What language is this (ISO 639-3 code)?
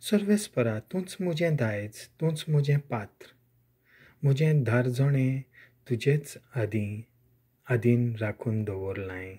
kok